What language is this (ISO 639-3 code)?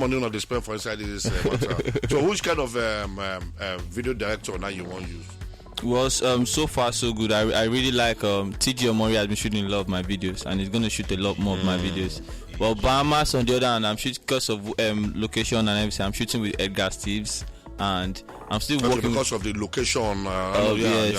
pcm